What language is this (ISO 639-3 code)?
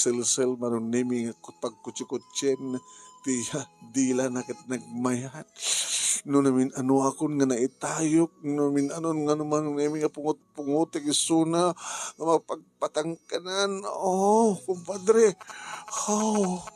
ilo